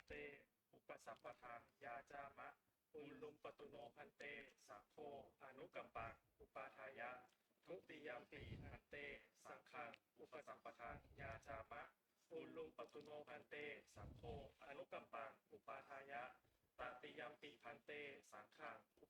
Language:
Pali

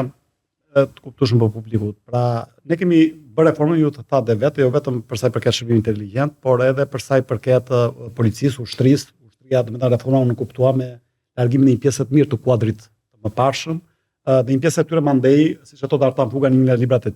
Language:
Albanian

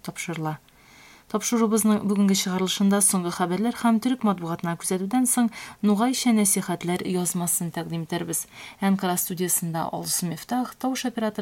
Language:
Tatar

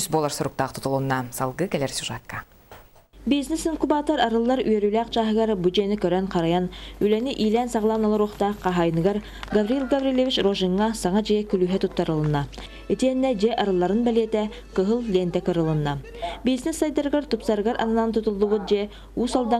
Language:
Yakut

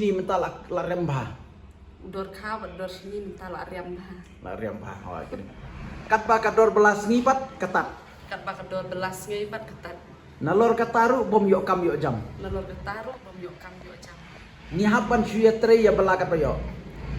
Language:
Khasi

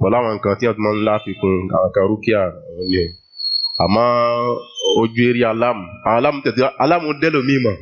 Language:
Yoruba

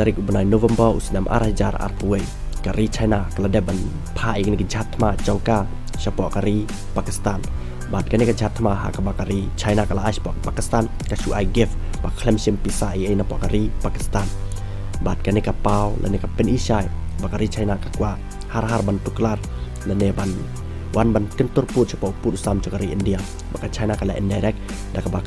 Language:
Khasi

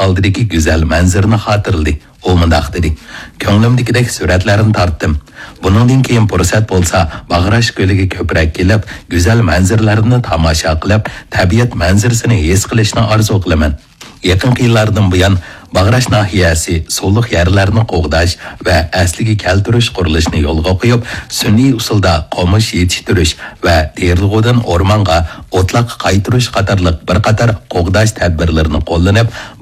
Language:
Uyghur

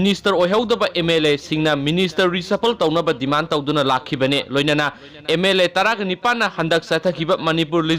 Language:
Manipuri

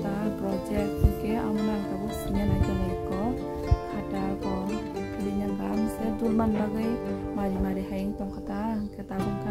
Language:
Kok Borok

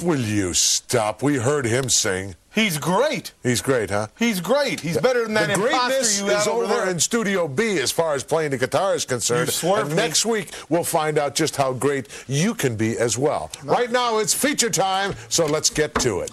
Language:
English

